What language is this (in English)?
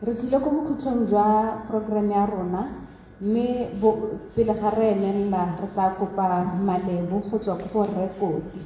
Tswana